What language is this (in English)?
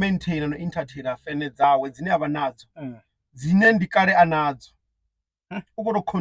Venda